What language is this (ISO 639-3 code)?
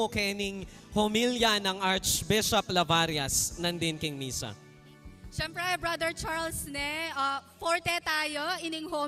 pam